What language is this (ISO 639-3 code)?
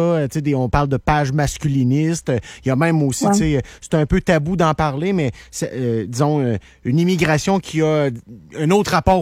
fra